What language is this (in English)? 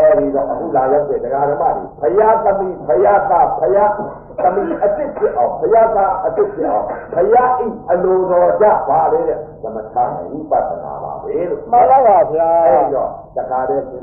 Burmese